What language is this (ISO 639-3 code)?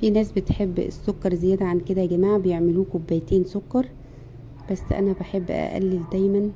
arz